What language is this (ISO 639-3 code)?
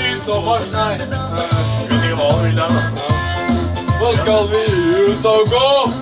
nor